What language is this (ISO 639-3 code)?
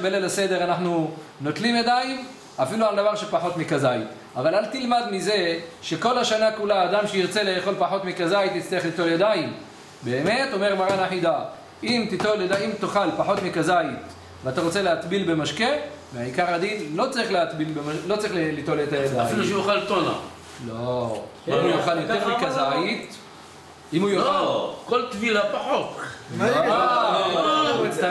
heb